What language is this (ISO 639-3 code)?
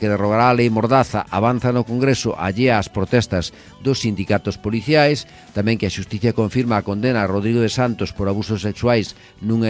glg